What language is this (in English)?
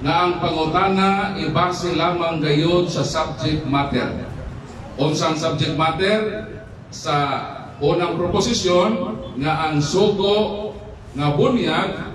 Cebuano